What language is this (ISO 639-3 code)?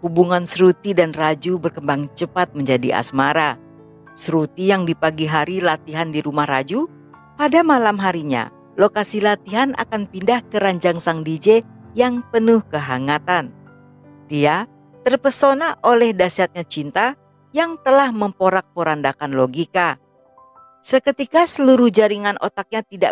ind